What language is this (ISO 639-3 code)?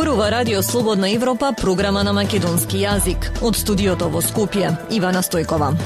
mkd